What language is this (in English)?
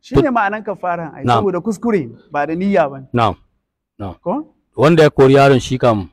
Hausa